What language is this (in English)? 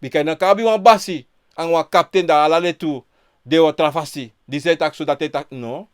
Sranan Tongo